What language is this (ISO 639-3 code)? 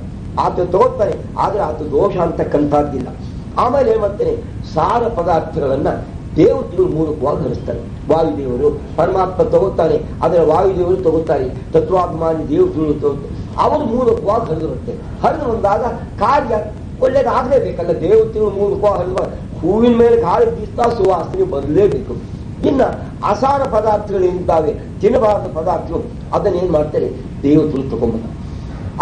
kan